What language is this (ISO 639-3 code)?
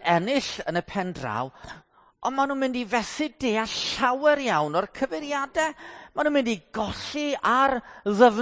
cym